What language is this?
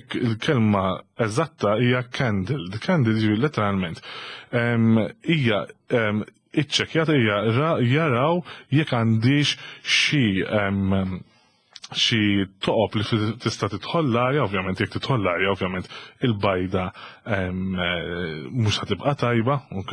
Maltese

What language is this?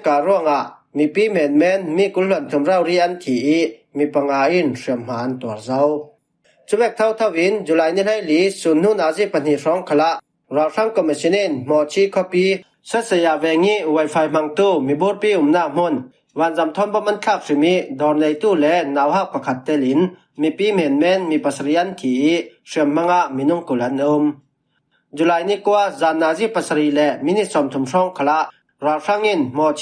Falam Chin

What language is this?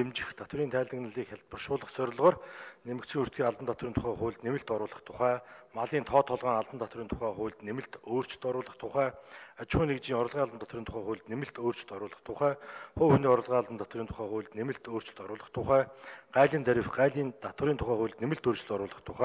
Mongolian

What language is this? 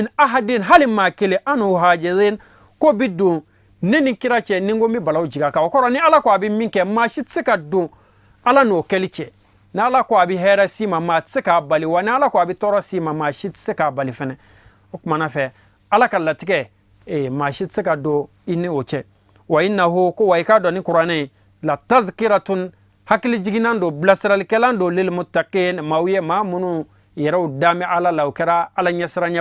Bambara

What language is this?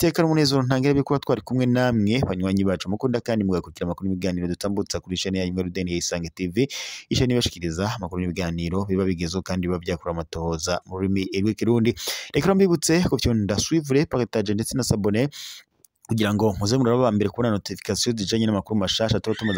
Rundi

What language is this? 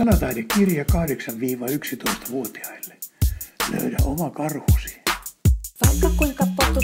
Finnish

